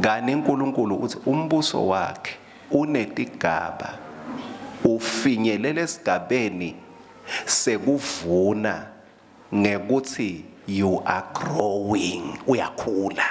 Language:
Swati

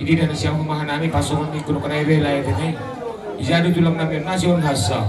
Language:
Batak Simalungun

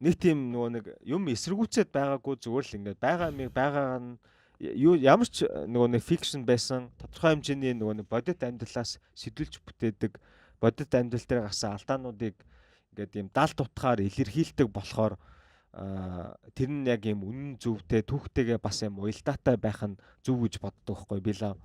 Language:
Mongolian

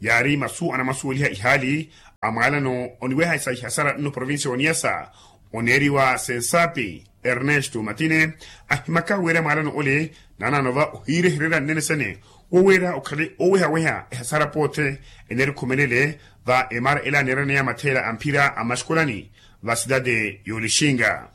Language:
Makhuwa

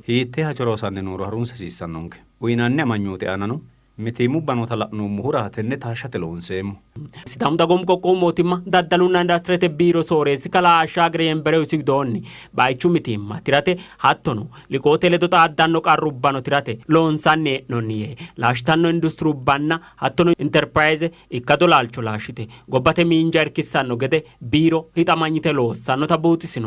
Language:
Sidamo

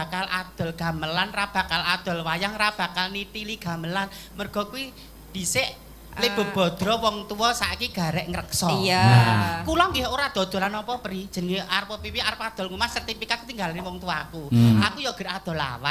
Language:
Javanese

